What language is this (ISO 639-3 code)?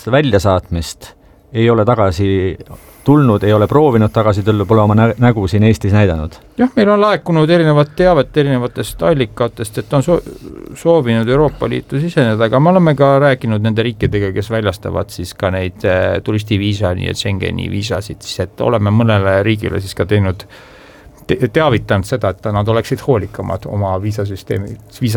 est